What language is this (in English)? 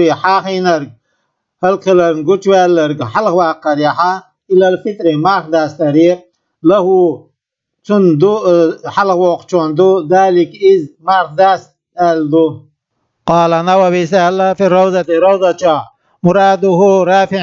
Chechen